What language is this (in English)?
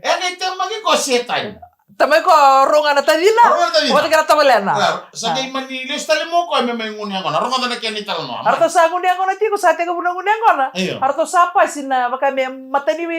Fijian